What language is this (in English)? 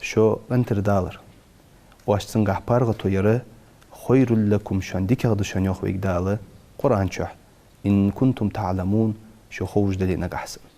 Ingush